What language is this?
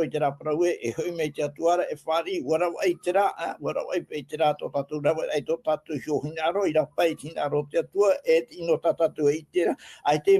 Tahitian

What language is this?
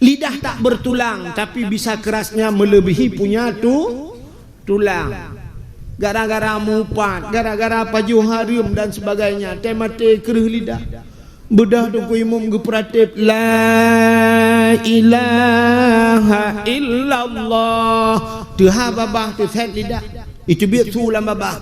Achinese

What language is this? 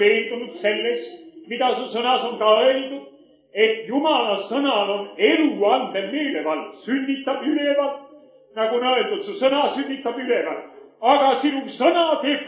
Estonian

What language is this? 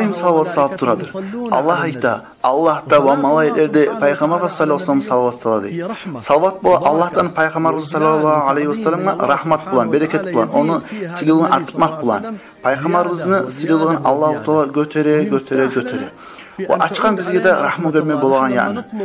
Kumyk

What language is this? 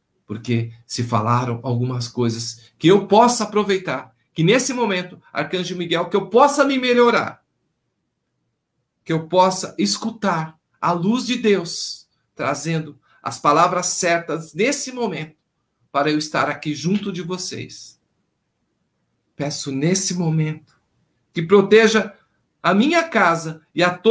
Portuguese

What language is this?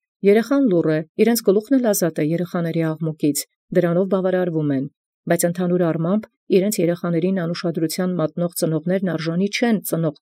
Armenian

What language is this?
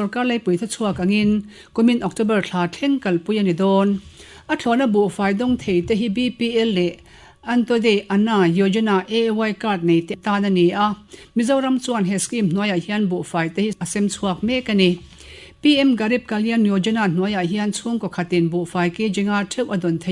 Mizo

